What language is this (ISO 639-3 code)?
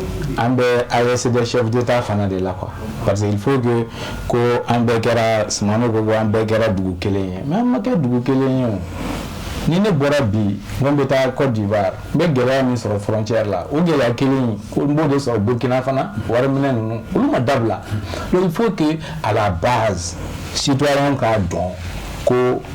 bam